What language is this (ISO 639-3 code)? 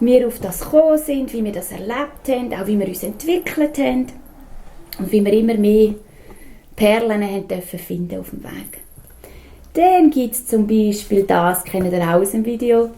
gsw